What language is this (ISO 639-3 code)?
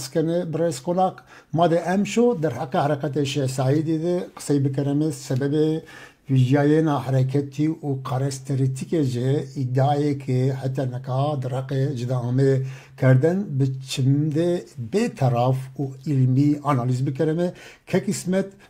zza